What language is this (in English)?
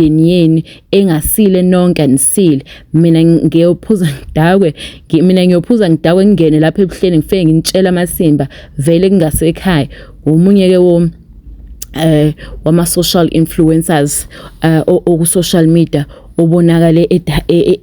Zulu